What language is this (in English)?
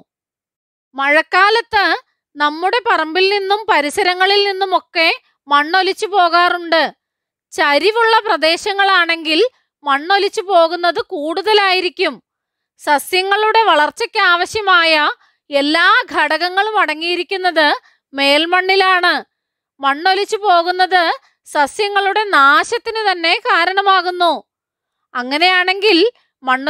Malayalam